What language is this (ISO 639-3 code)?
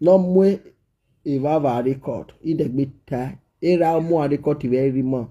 pcm